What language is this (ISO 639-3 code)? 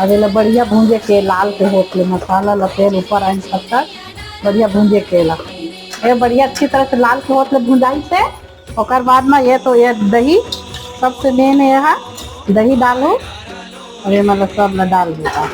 hne